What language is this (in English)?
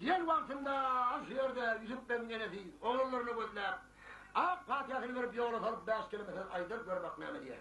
Turkmen